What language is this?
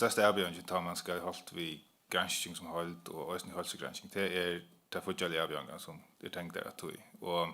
Faroese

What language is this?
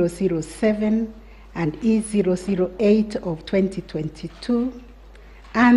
Gusii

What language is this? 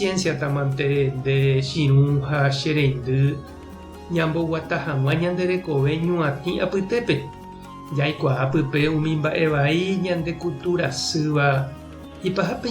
Guarani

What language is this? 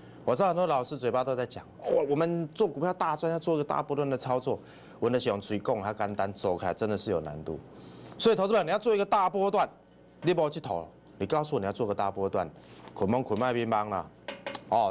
Chinese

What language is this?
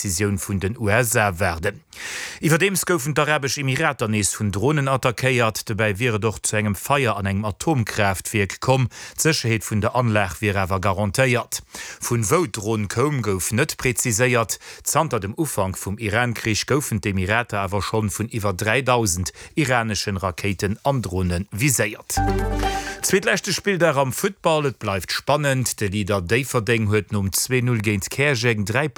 Luxembourgish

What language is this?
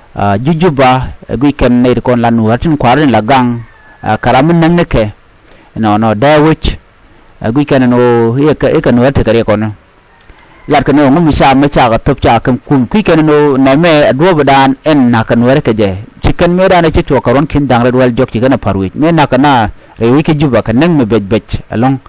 Nuer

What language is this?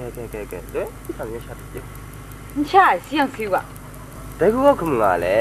Kachin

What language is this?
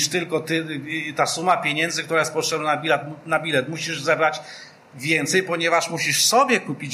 Polish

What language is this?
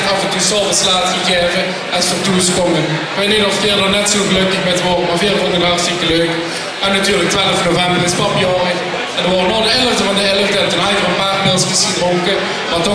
Limburgish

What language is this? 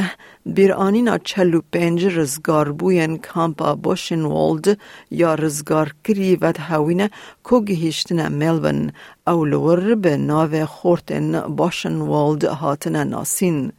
Kurdish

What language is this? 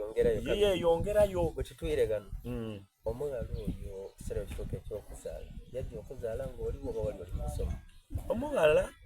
Soga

